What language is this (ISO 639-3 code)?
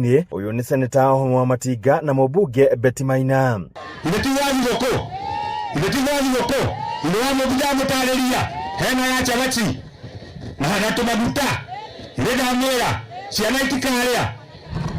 kik